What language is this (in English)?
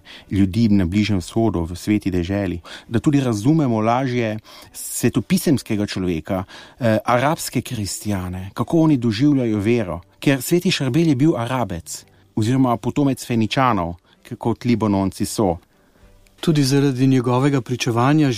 Slovenian